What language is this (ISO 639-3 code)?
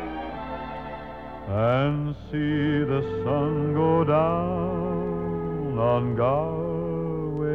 isl